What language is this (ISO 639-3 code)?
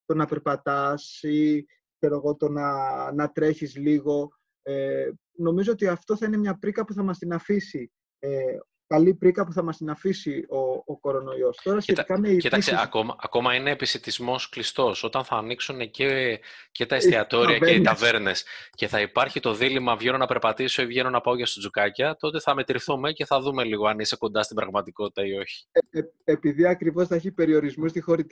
ell